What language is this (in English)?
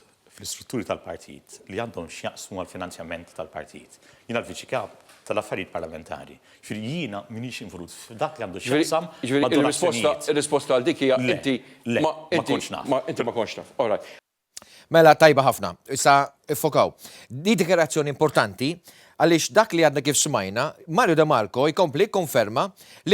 Maltese